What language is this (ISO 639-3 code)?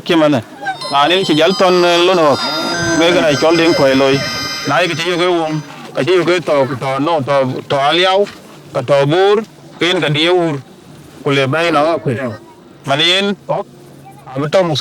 din